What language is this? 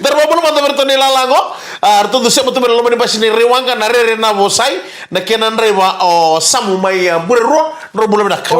Fijian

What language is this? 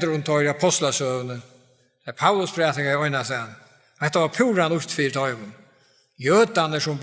Faroese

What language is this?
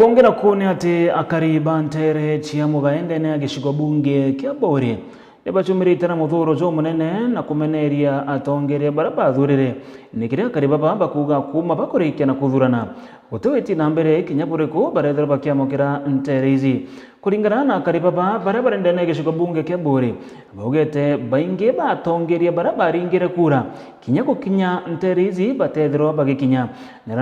Meru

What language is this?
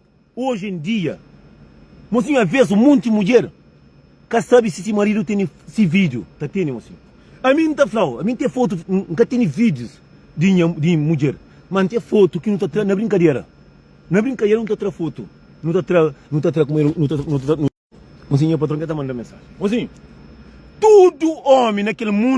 Kabuverdianu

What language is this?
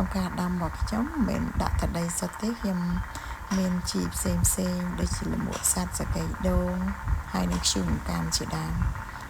Khmer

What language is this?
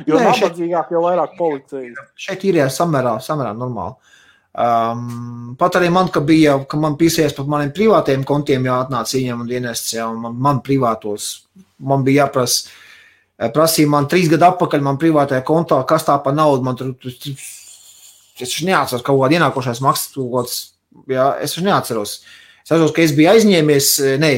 Latvian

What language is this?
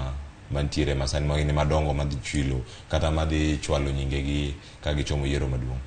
Luo (Kenya and Tanzania)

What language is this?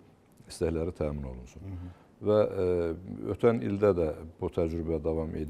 Azerbaijani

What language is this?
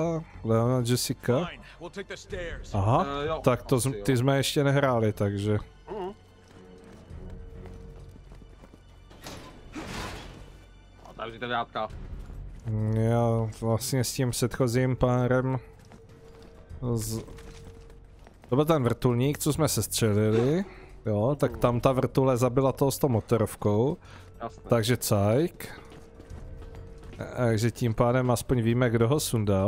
Czech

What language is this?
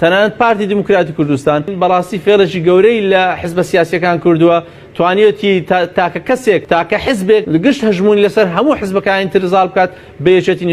Central Kurdish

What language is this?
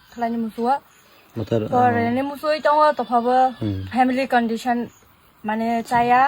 Kok Borok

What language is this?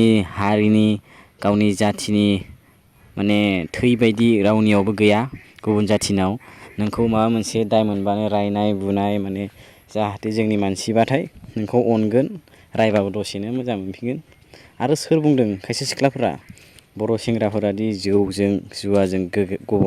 Bodo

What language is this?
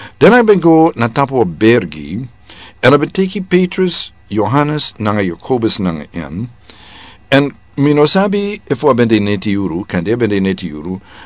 Sranan Tongo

